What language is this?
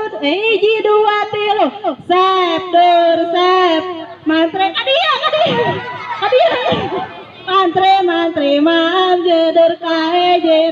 Sundanese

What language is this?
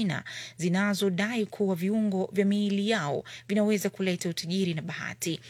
Swahili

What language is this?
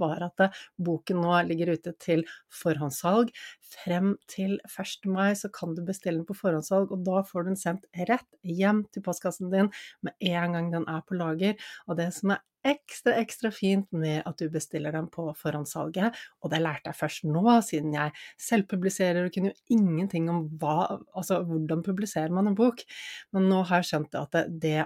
Norwegian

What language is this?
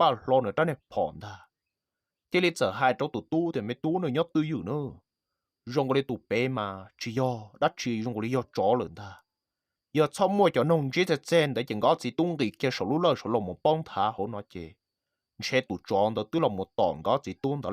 Hmong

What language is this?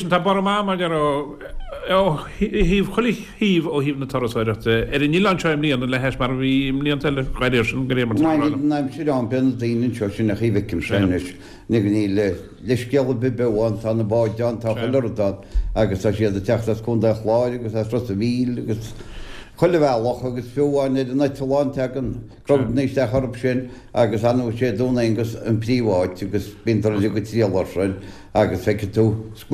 Irish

